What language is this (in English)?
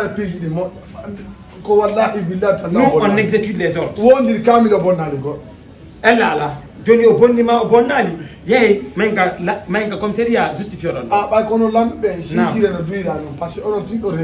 Fula